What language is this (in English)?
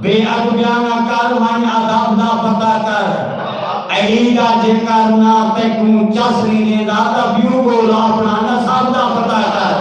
Saraiki